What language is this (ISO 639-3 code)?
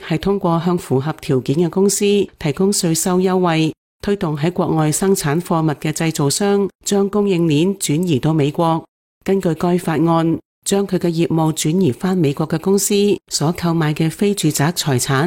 yue